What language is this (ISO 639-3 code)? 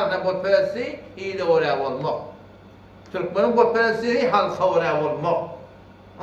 tuk